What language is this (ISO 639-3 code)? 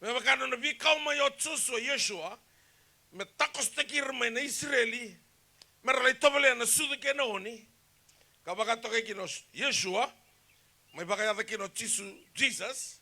fij